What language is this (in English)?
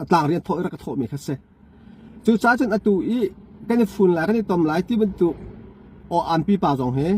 Hakha Chin